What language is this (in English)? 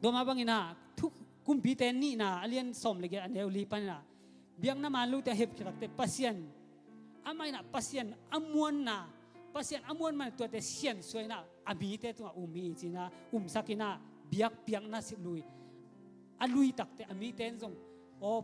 Tedim Chin